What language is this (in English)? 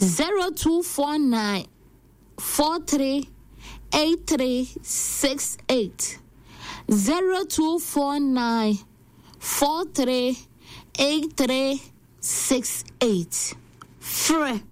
Akan